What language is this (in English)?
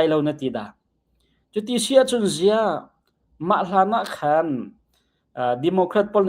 Hakha Chin